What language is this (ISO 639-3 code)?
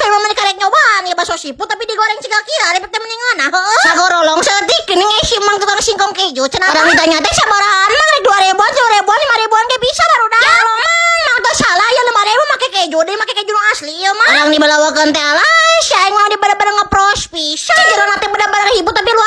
sun